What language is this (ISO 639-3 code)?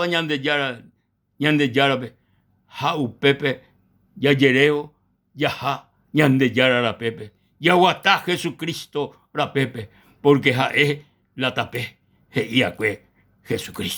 grn